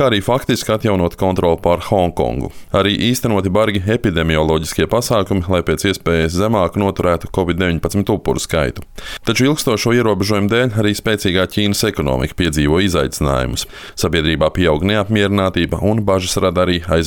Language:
Latvian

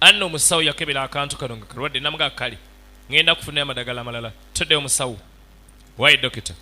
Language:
Ganda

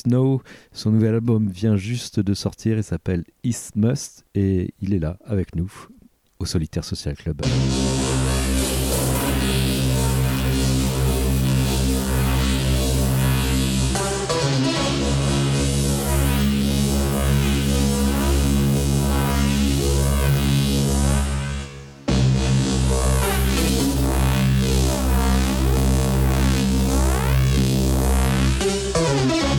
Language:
French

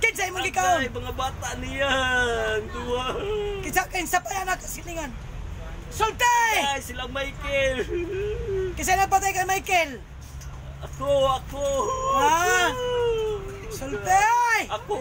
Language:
Cebuano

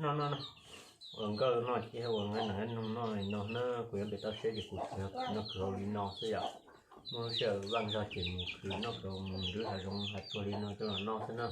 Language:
Hmong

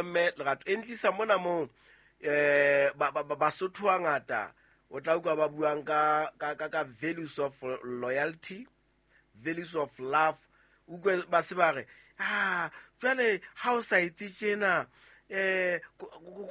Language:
Southern Sotho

